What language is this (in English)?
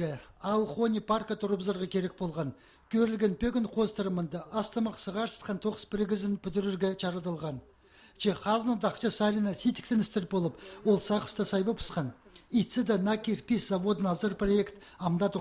Khakas